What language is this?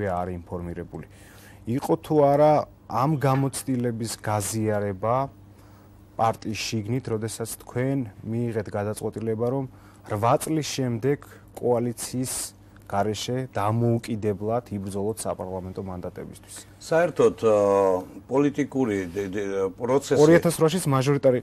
Georgian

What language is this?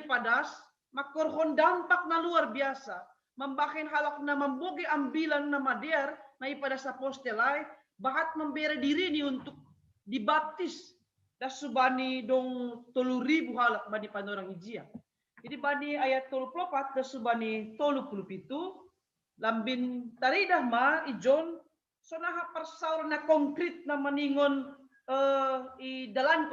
Batak Simalungun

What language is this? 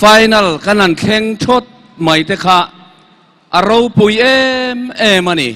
Mizo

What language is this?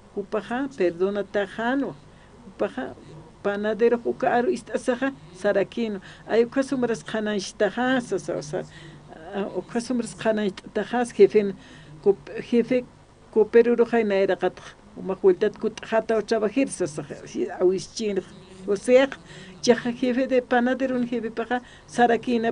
Aymara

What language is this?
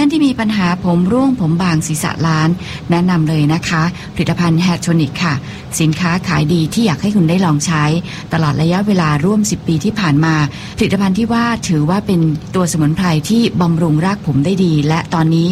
Thai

